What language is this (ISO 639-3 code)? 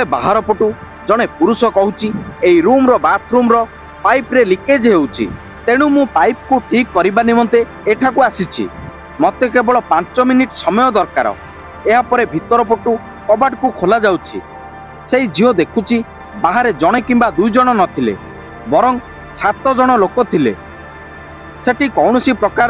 ori